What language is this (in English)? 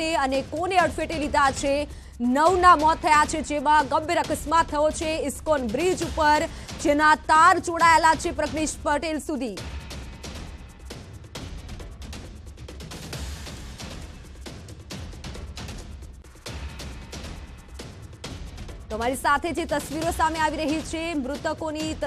Gujarati